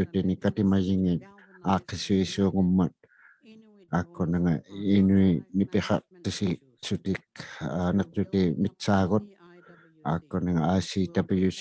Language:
Inuktitut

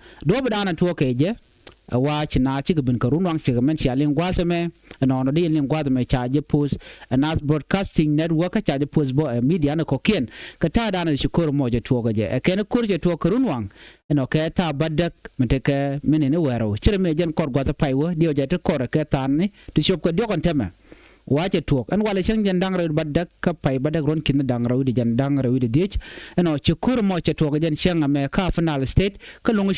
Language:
Nuer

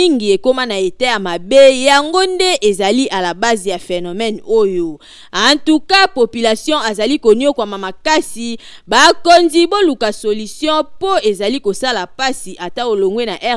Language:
Lingala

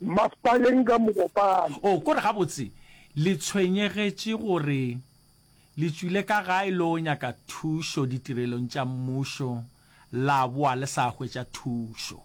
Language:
Northern Sotho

